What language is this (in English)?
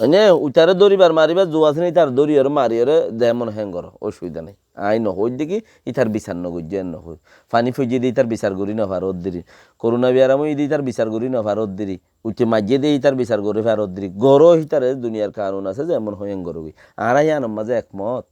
Rohingya